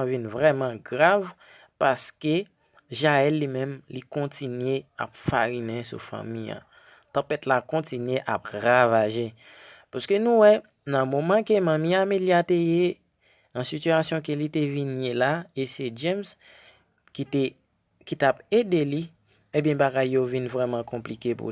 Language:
Haitian Creole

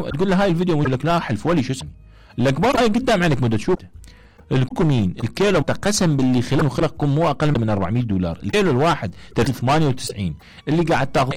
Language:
Mesopotamian Arabic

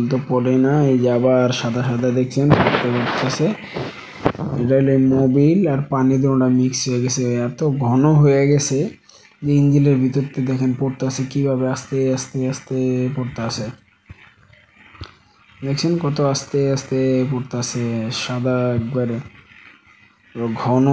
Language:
Bangla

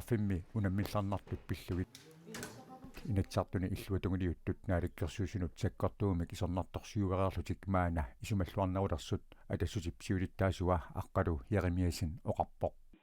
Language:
Kalaallisut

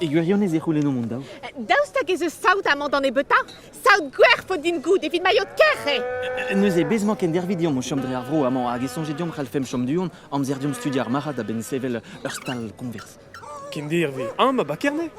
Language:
Breton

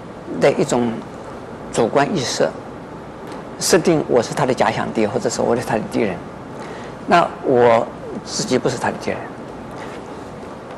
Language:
Chinese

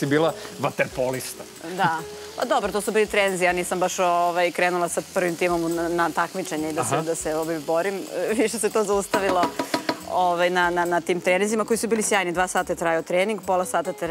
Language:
Serbian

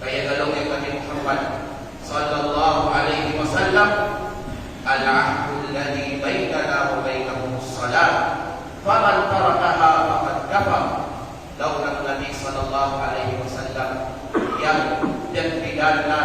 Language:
Kalagan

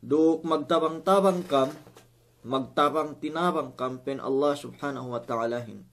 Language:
Yakan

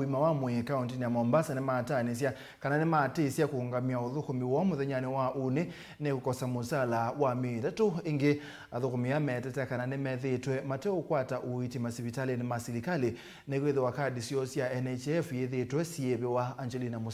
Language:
Kamba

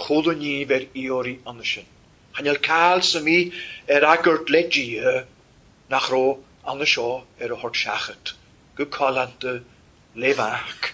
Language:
Welsh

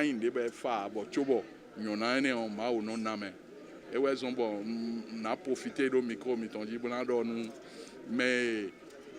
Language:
Fon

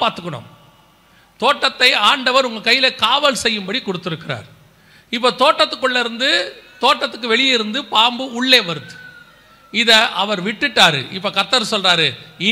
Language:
Tamil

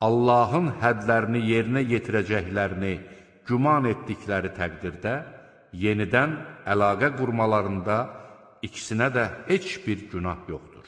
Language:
Azerbaijani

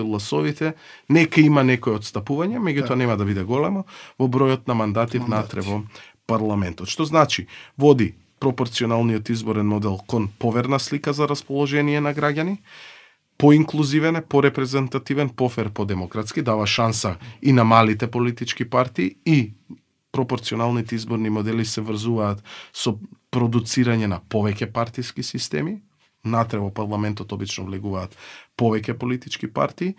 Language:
Macedonian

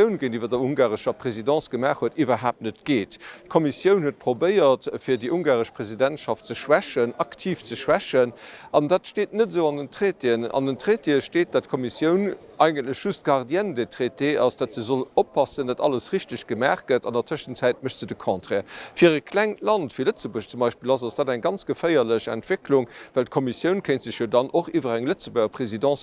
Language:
Luxembourgish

